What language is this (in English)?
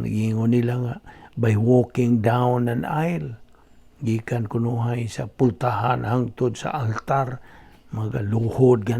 Cebuano